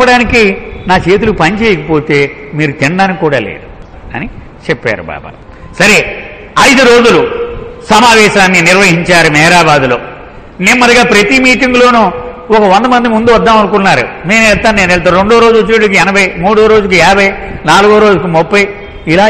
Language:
Telugu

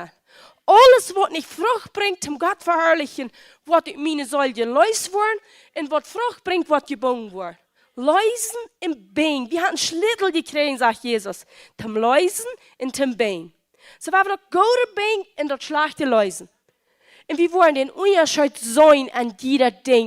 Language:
Plautdietsch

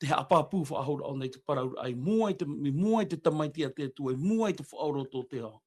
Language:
Tahitian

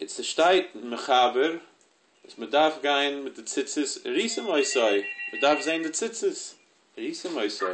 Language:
Yiddish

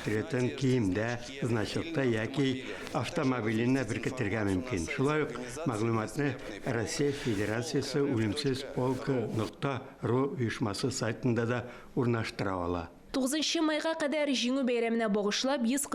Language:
Tatar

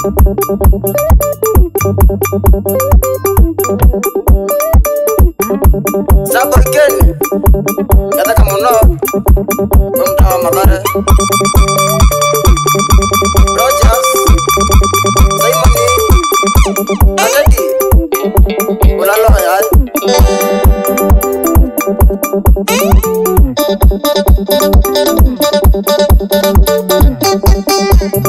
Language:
Swahili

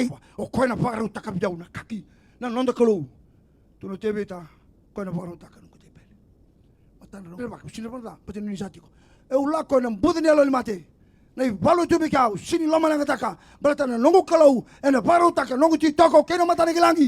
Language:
Fijian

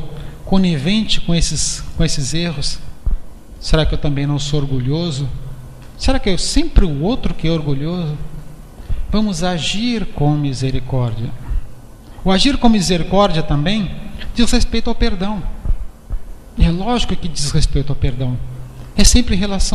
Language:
Portuguese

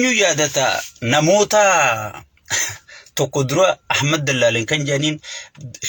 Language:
Oromo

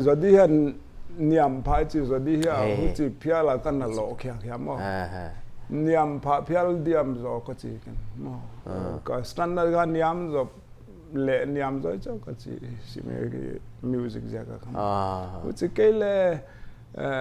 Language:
Paite Chin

